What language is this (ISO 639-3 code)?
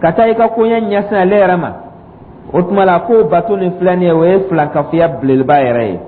dyu